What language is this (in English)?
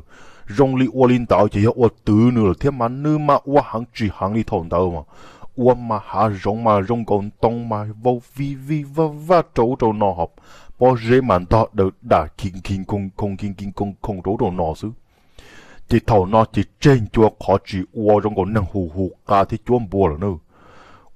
Hmong